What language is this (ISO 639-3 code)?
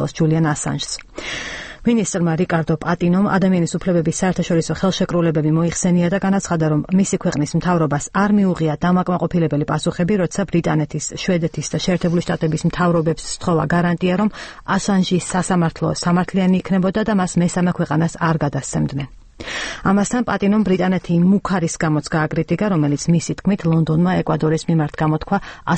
kat